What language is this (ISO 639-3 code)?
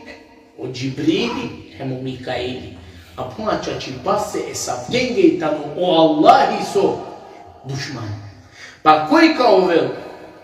rmn